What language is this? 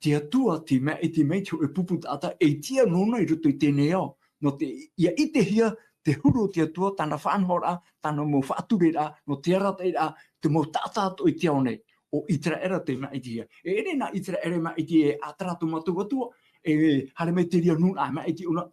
Tahitian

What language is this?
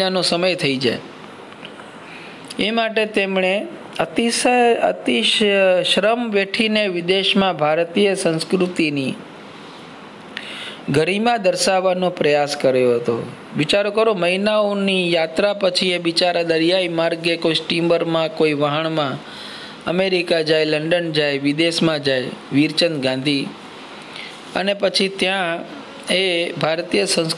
Gujarati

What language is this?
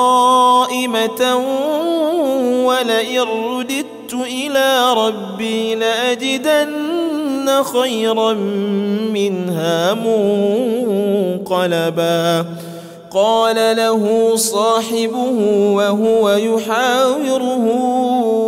Arabic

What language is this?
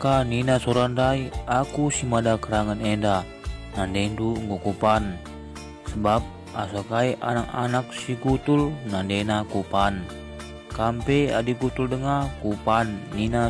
Batak Karo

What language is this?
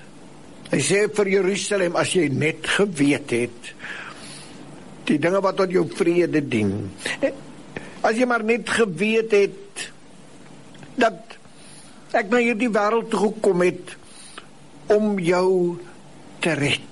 Afrikaans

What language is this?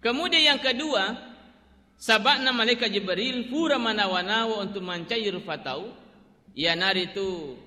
Buginese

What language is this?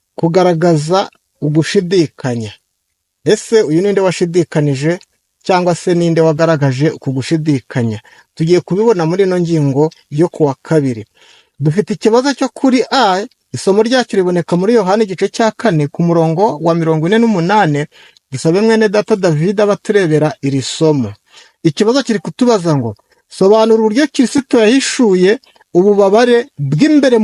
Kinyarwanda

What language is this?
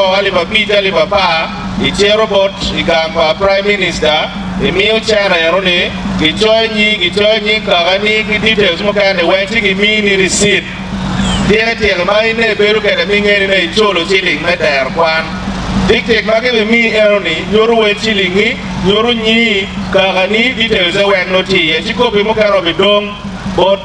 Acoli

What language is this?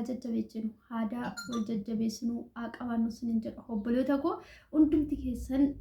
Oromo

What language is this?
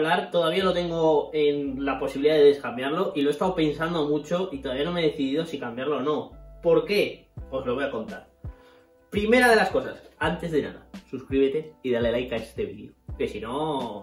Spanish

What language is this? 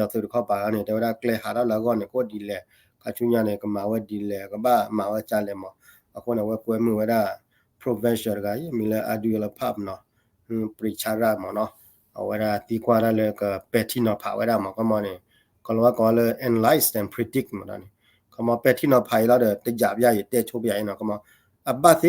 S'gaw Karen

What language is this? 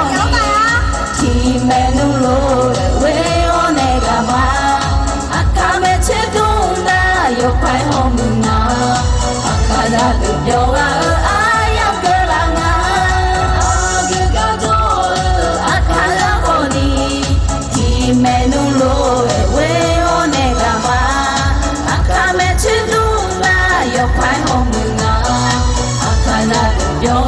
Akha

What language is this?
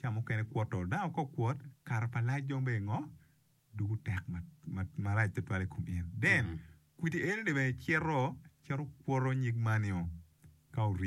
Acoli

